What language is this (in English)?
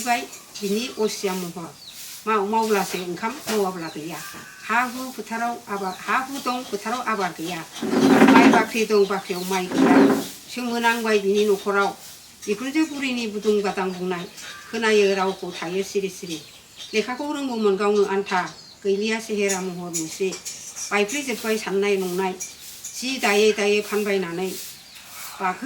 Bodo